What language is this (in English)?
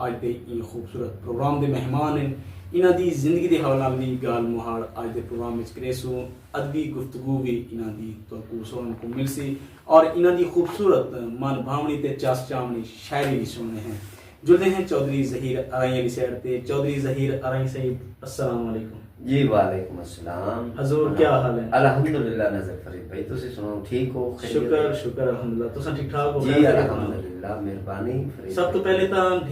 Saraiki